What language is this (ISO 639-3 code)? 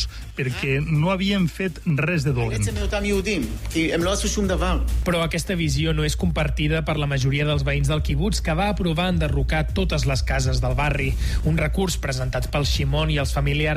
cat